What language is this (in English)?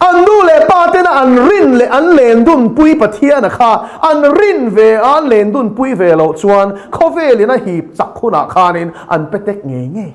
Mizo